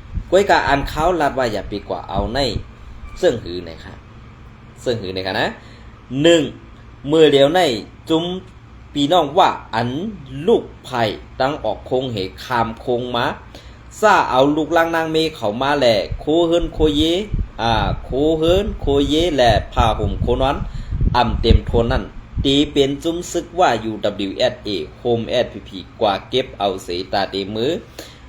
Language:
Shan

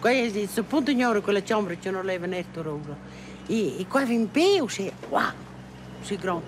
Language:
Romansh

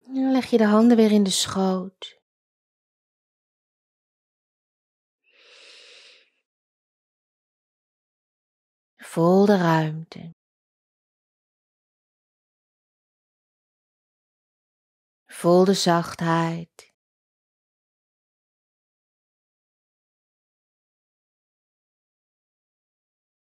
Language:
Dutch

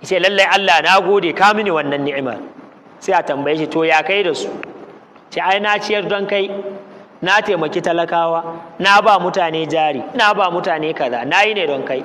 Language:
Hausa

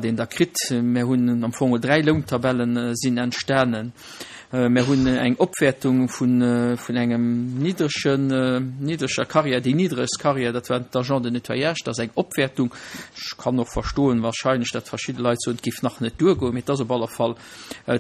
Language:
Luxembourgish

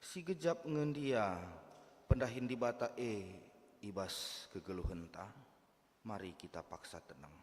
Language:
Batak Karo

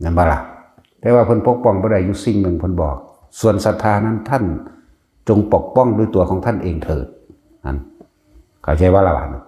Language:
Northeastern Thai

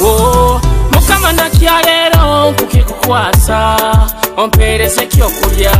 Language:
Nyoro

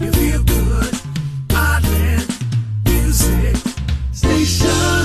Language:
Hawaiian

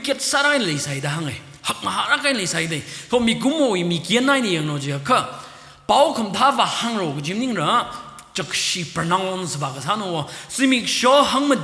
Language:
Tangkhul Naga (India)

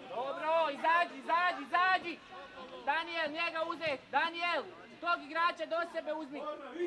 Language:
Croatian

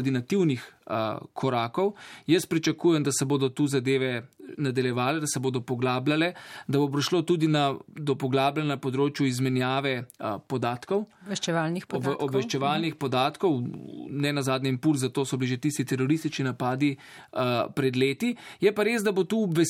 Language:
Slovenian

